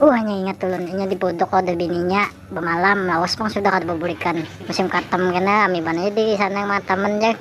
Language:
Banjar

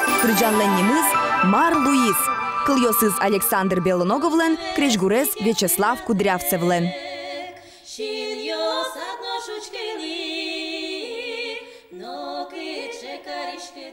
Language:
Udmurt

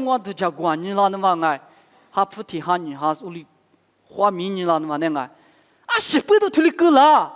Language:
Lisu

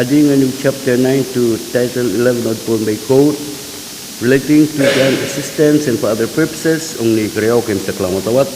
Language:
Pohnpeian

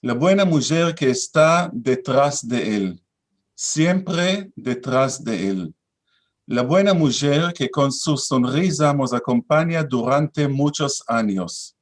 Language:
Ladino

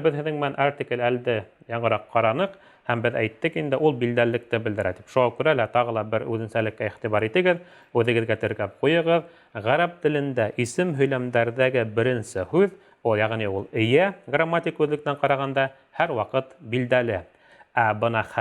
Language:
Bashkir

